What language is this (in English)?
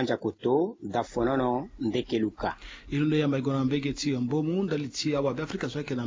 Sango